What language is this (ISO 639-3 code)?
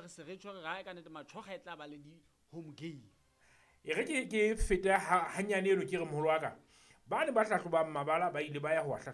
sot